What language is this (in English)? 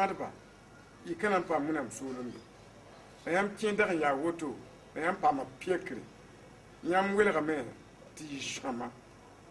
Mossi